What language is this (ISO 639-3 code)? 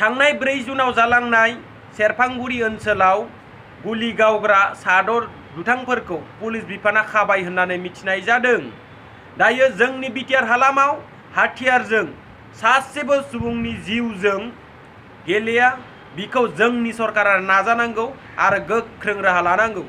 brx